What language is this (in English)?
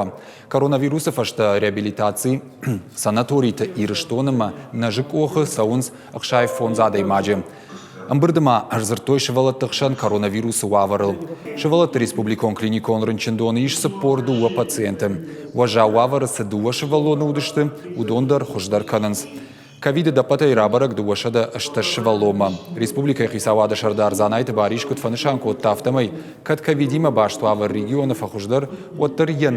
Ossetic